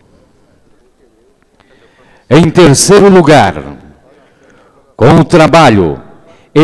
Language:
Portuguese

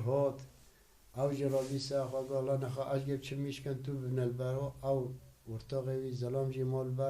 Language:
Kurdish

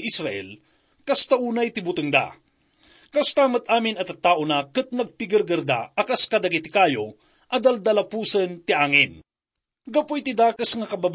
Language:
Iloko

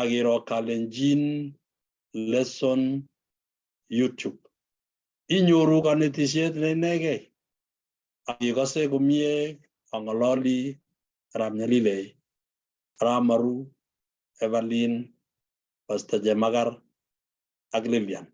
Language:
Kalenjin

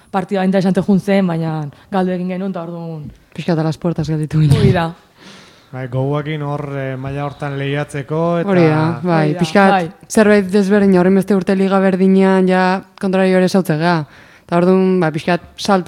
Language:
Basque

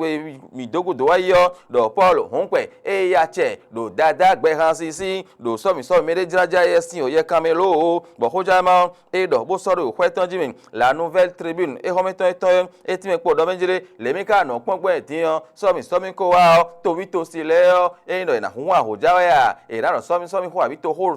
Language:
Fon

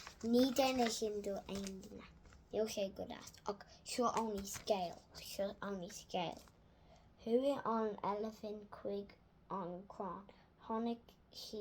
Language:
Irish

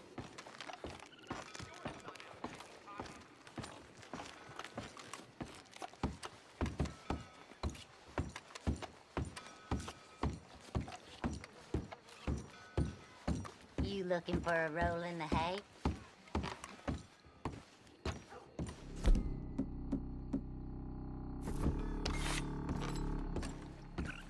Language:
English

